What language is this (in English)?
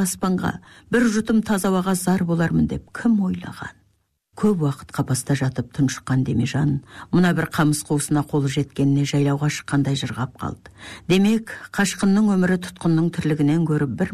Kazakh